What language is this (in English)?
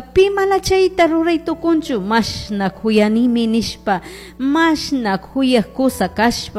Chimborazo Highland Quichua